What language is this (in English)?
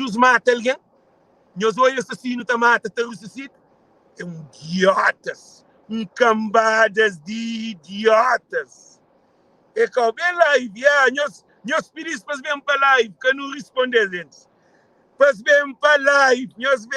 Kabuverdianu